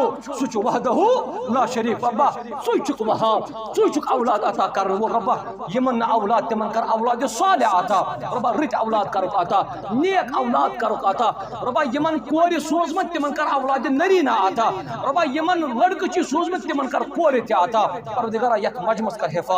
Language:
Kashmiri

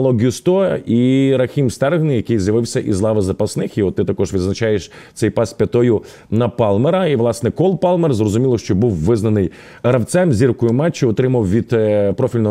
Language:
Ukrainian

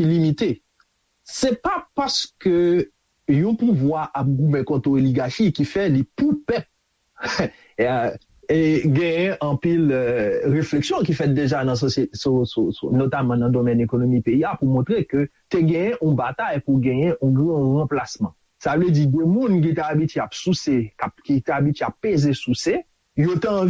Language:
Haitian Creole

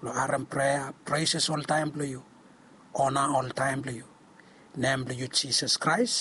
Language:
Bislama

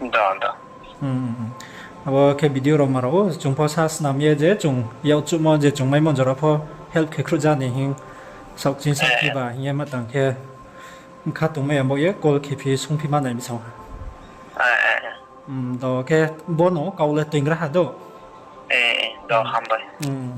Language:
Riang (India)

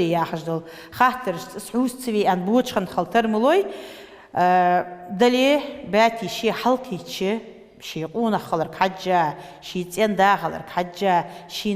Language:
Ingush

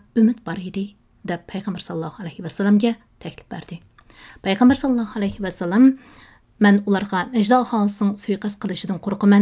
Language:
Uyghur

